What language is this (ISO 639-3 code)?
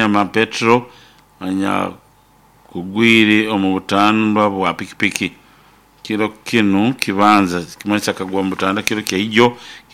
nyo